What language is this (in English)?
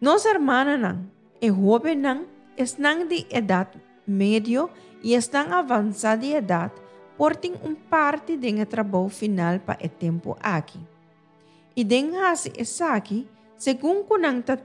Papiamento